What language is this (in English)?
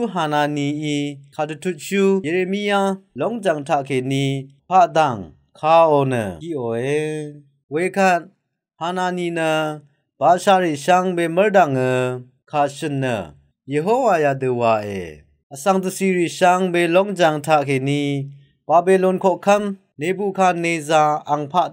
Rawang